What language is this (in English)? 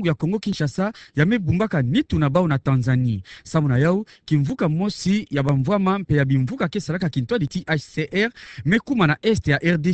Kituba (Democratic Republic of Congo)